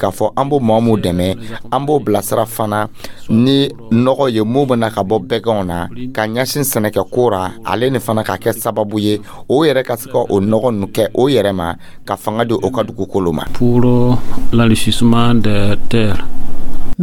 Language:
Dyula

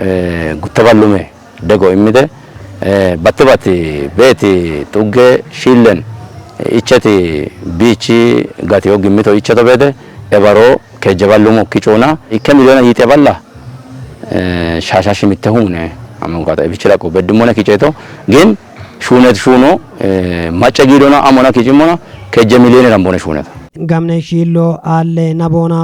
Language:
Kafa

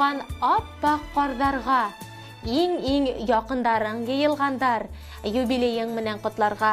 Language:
Bashkir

